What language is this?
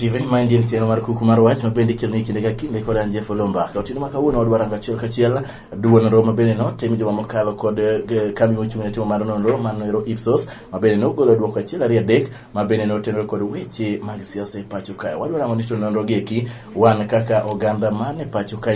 Luo (Kenya and Tanzania)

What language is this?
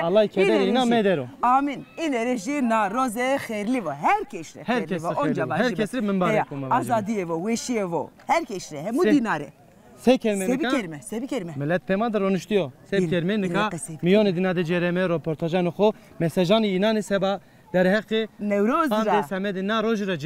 Zaza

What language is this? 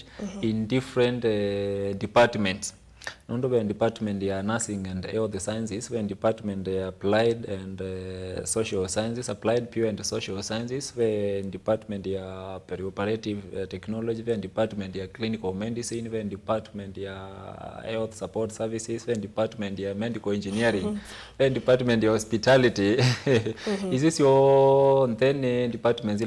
Kamba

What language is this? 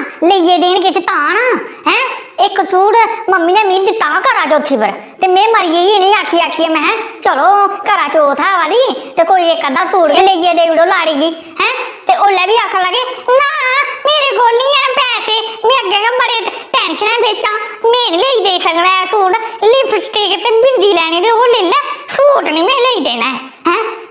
Dogri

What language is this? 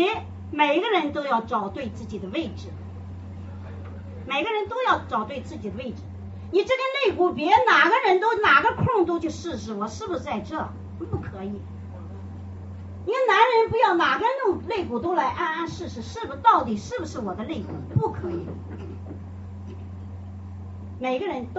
Chinese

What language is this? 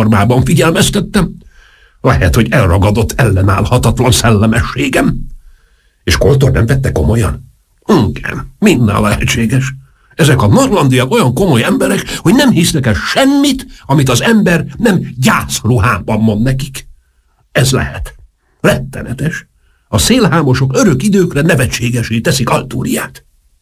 Hungarian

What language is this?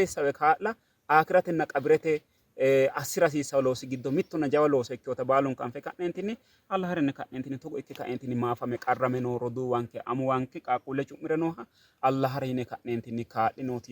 Sidamo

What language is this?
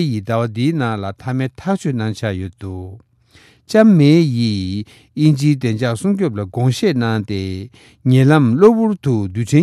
Tibetan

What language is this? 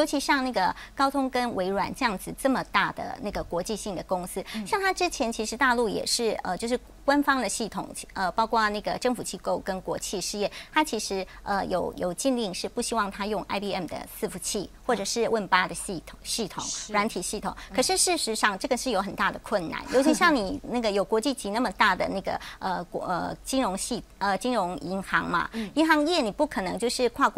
Chinese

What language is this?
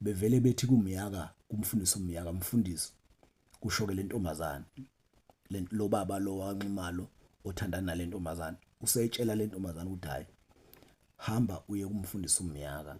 Zulu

